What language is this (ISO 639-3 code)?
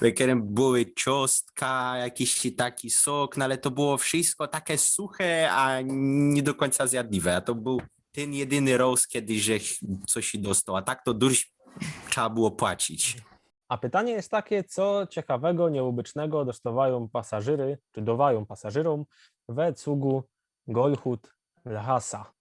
szl